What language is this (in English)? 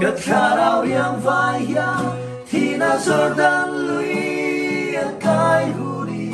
Mizo